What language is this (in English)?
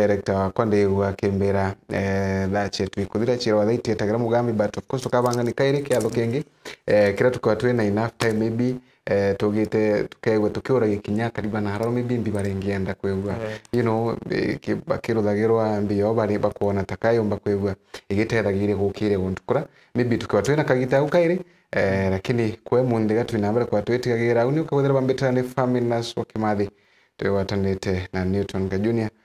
Meru